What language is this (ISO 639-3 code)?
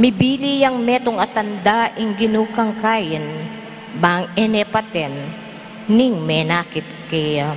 pam